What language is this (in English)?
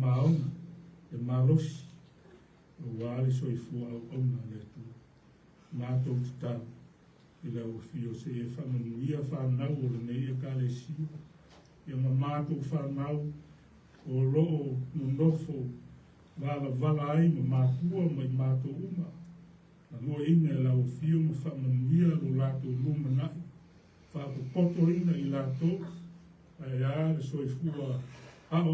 Samoan